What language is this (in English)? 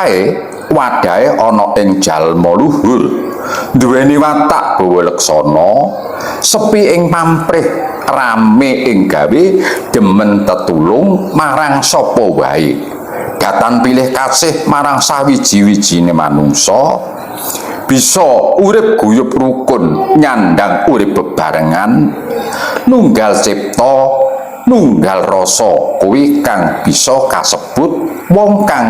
Javanese